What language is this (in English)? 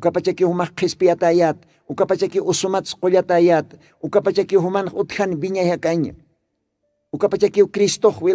Aymara